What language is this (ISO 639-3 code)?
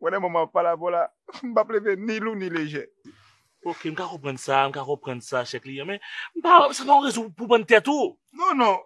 hat